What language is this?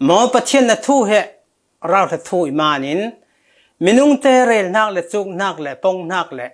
Falam Chin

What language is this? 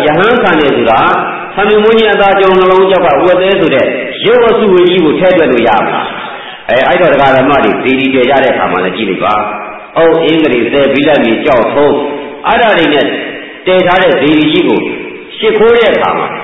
Burmese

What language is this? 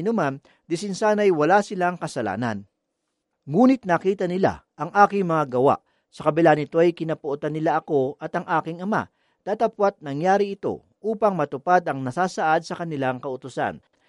Filipino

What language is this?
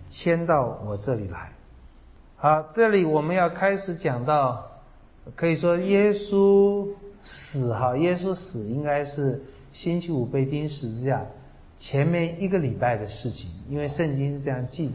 Chinese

